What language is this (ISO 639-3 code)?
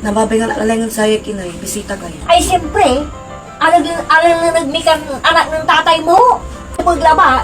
pag